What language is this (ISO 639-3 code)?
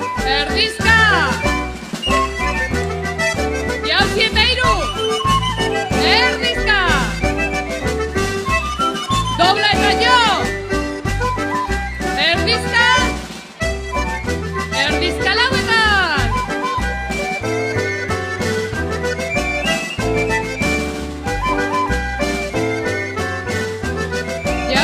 eus